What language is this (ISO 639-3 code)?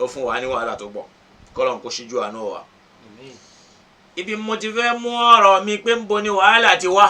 yor